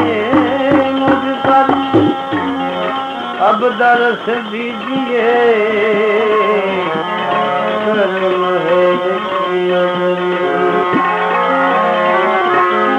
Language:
Hindi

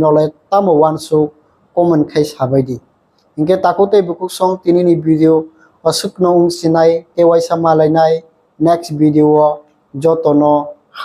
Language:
Kok Borok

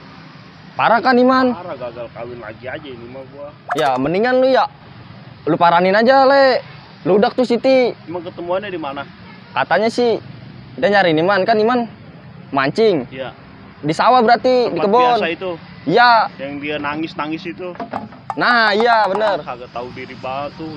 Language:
Betawi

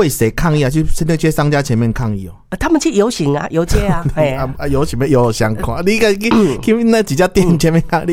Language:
Min Nan Chinese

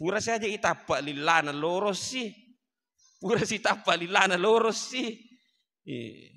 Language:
Buginese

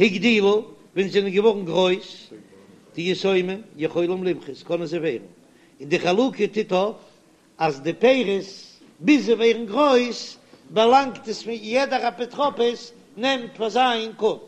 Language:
Yiddish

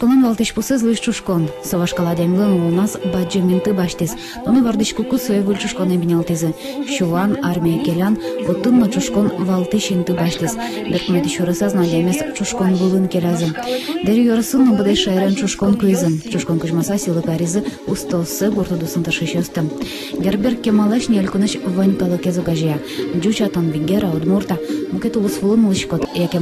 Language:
Udmurt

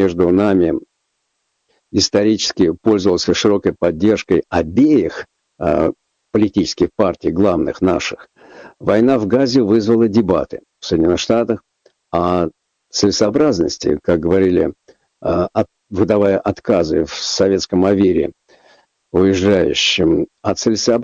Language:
Russian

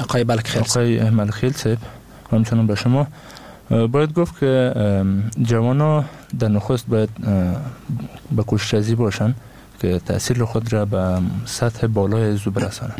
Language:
Persian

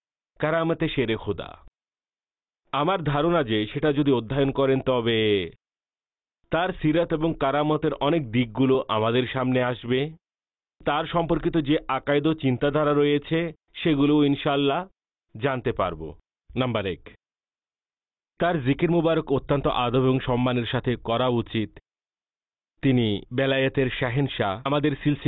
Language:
Bangla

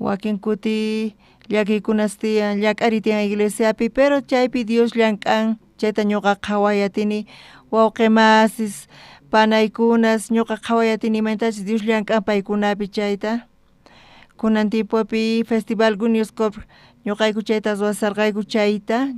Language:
South Bolivian Quechua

